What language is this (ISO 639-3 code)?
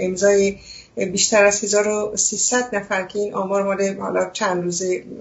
fas